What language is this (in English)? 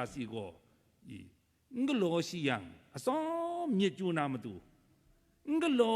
Kachin